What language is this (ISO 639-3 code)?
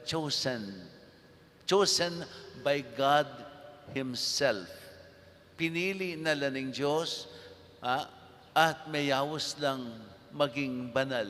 pam